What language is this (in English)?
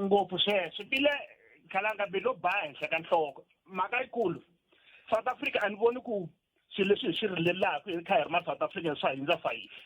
Tsonga